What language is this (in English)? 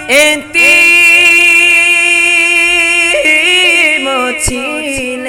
Bangla